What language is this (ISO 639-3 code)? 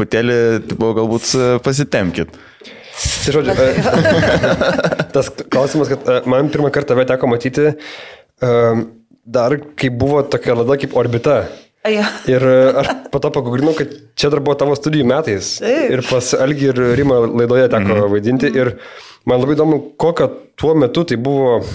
lit